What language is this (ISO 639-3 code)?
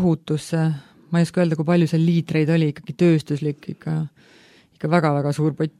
est